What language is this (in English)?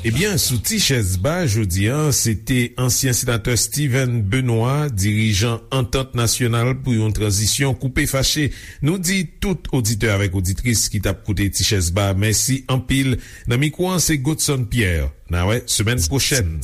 Haitian Creole